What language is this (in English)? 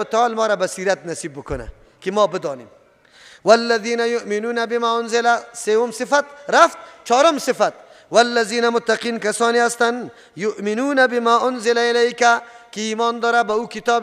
Persian